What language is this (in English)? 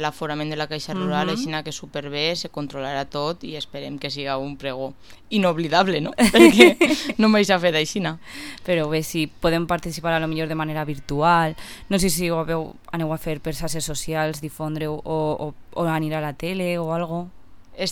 Catalan